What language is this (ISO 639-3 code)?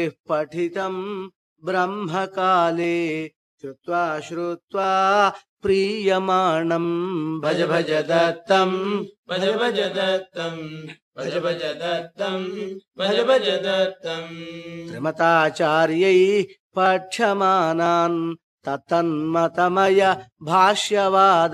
san